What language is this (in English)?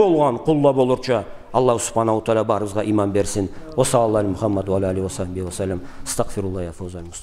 Karachay-Balkar